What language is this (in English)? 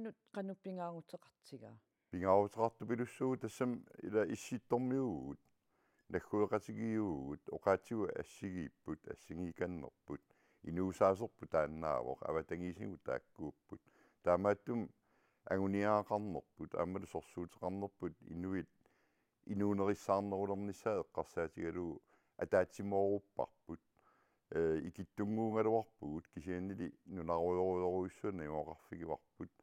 Kalaallisut